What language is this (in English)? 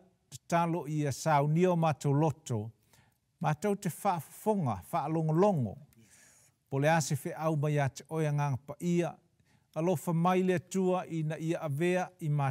Samoan